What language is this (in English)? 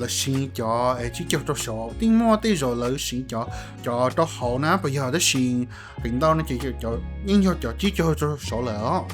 Hmong